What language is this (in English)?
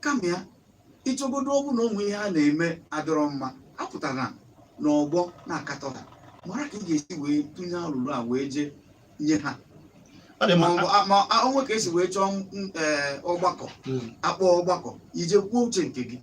Igbo